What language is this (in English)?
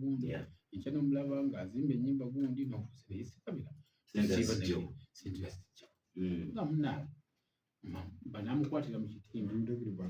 Ganda